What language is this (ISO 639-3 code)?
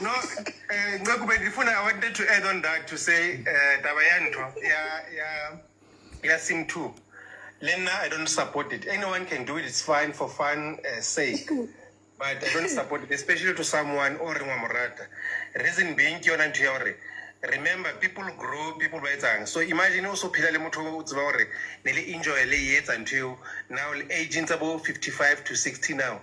sot